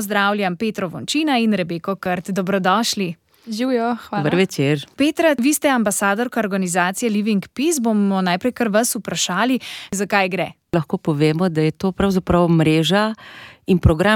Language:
Slovenian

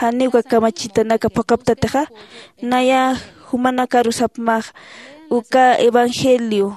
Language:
Aymara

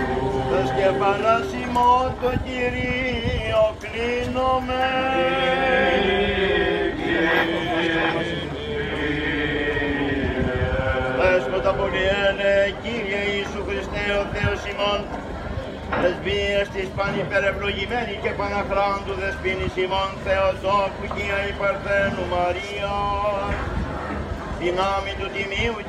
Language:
Greek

